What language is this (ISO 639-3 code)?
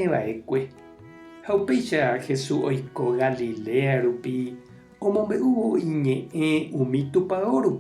grn